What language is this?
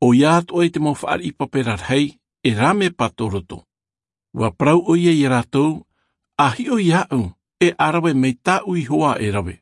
Tahitian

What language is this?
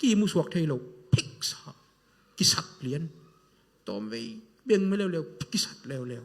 Tedim Chin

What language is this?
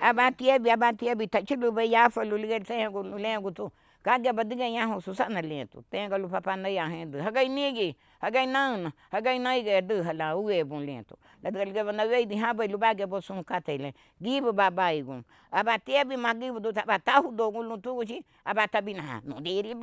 Garifuna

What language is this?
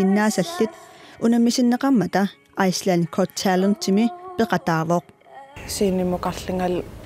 Kalaallisut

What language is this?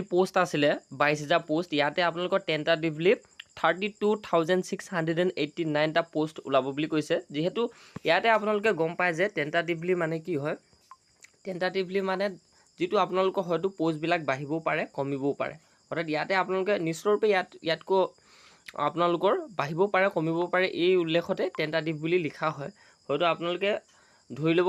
Assamese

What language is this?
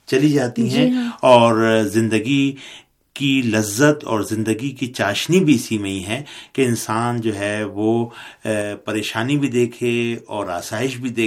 Urdu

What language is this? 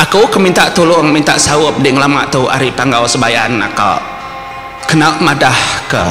Iban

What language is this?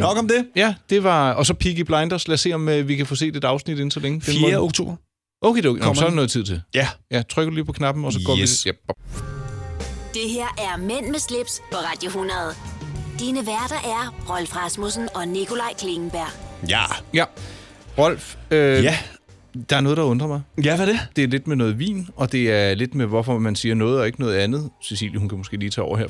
Danish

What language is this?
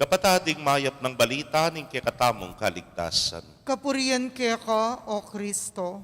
Pampanga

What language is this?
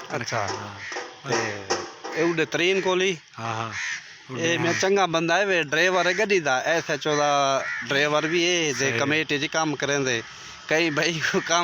Saraiki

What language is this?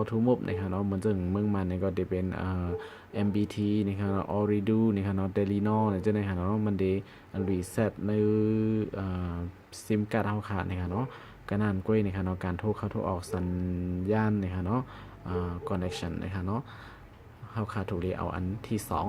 Shan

